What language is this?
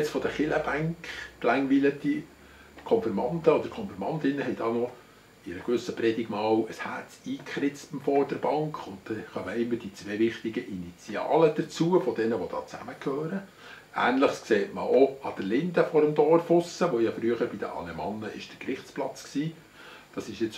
Swiss German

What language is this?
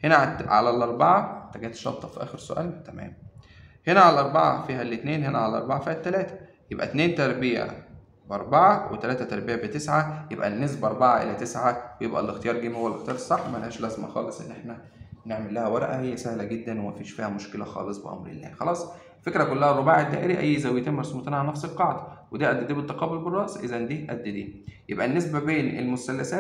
Egyptian Arabic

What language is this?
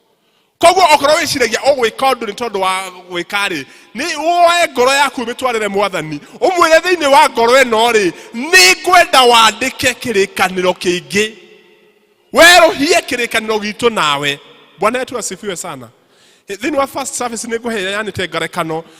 Kikuyu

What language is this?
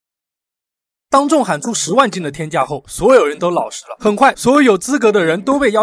Chinese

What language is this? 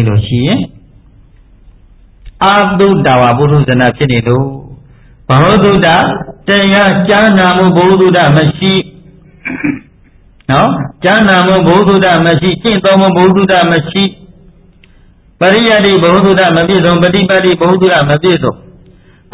Burmese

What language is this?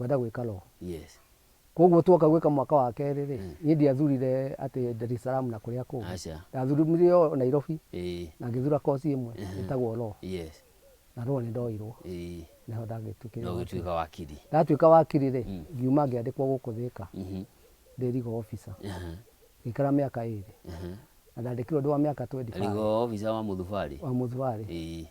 Kikuyu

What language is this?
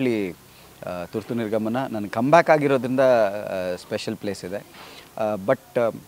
Kannada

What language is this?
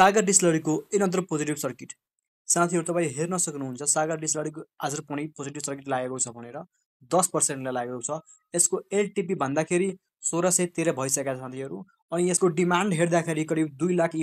Nepali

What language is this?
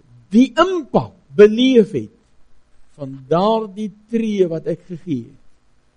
Afrikaans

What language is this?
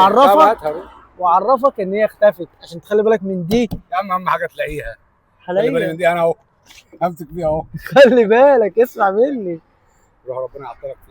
Egyptian Arabic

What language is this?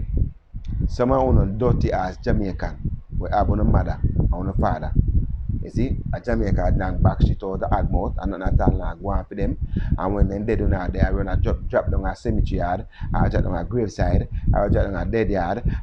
Jamaican Creole English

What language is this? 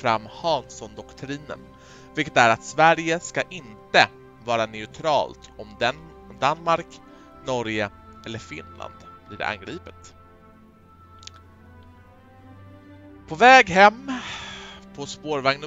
Swedish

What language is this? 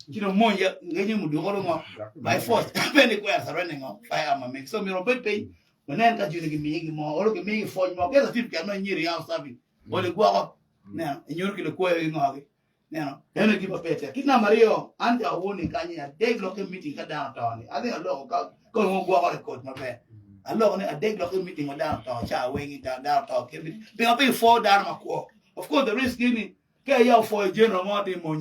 Acoli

